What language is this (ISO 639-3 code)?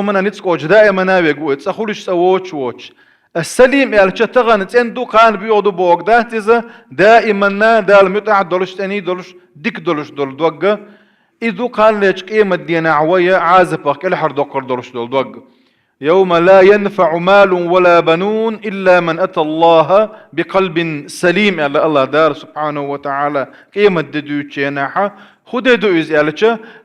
che